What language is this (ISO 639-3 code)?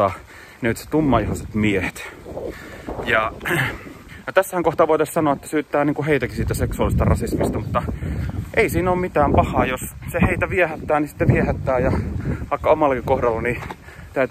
fin